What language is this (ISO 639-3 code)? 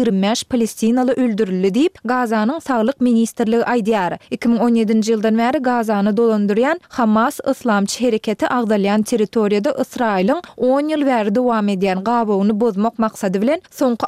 tuk